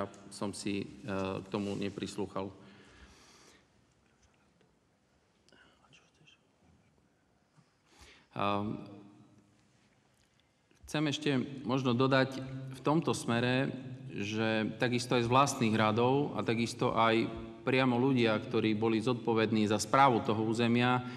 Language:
Slovak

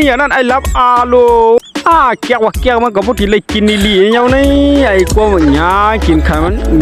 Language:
Shan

